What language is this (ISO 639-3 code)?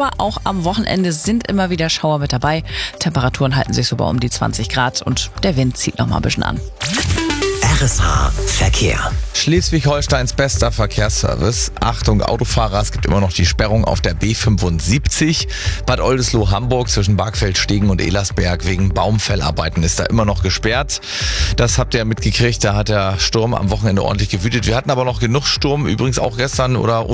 deu